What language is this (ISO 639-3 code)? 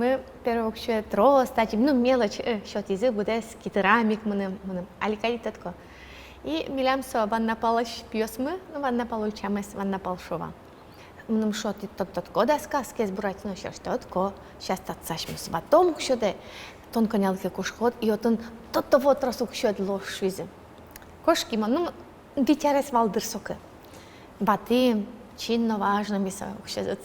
udm